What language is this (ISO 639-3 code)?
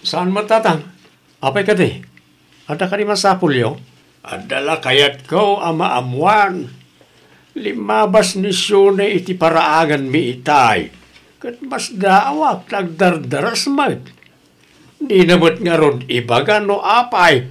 ilo